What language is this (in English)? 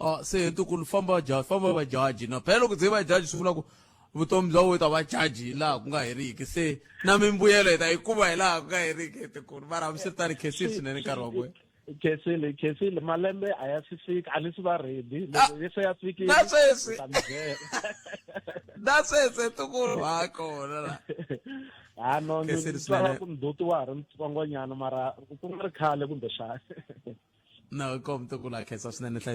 Tsonga